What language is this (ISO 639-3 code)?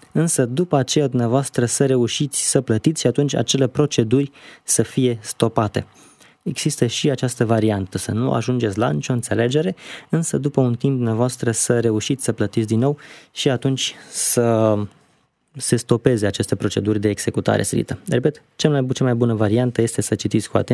ron